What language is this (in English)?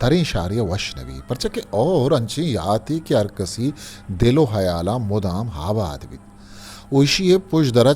Eastern Balochi